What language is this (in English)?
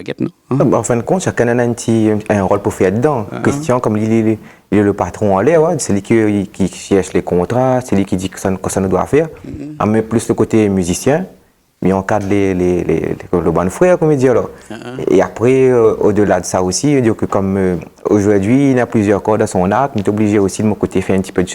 Réunion Creole French